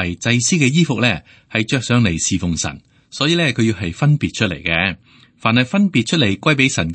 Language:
Cantonese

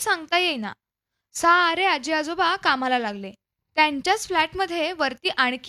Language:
Marathi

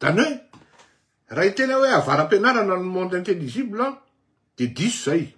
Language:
Malagasy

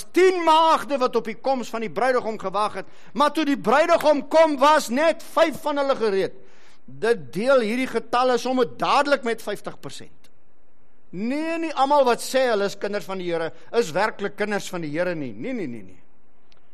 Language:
Afrikaans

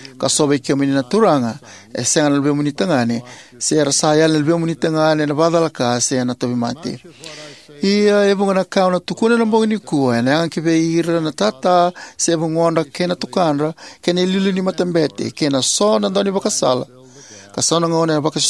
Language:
Fijian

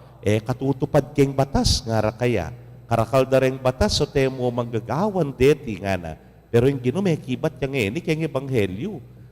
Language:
Pampanga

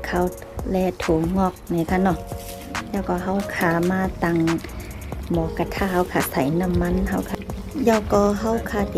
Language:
Shan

